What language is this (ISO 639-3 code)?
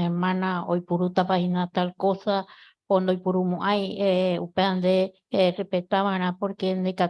grn